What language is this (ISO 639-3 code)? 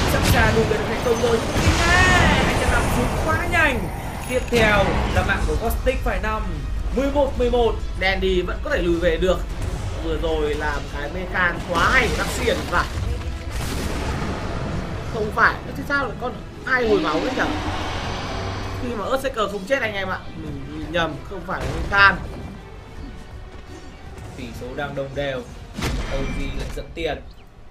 vie